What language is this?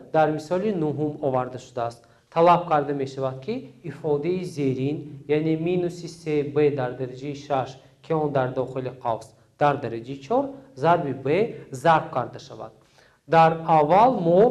Tajik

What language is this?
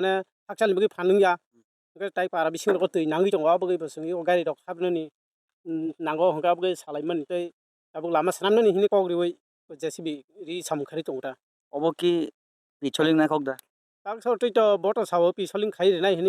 Kok Borok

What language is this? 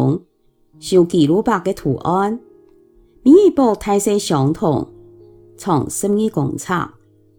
Hakka Chinese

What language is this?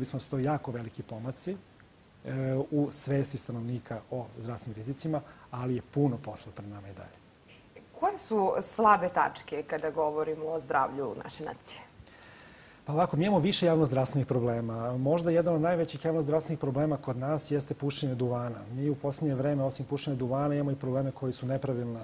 Serbian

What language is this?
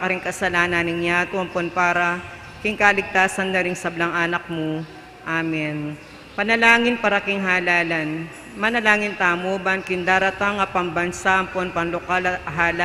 Pampanga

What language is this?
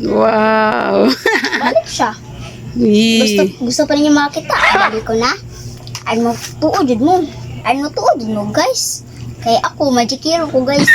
Cebuano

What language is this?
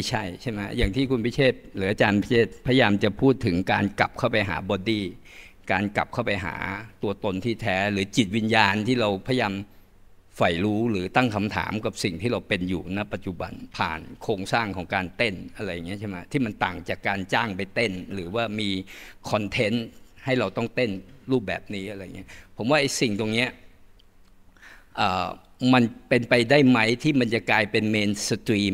Thai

